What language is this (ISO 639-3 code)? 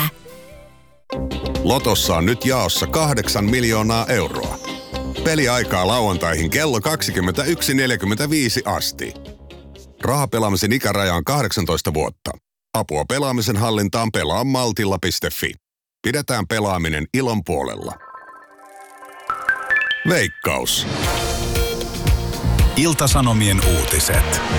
fin